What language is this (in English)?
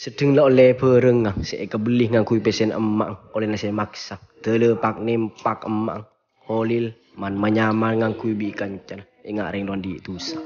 Madurese